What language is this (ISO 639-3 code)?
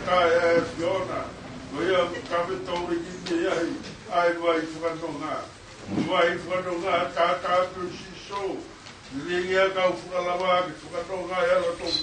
ton